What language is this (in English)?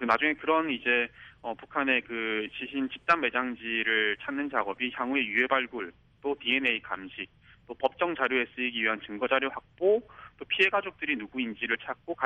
Korean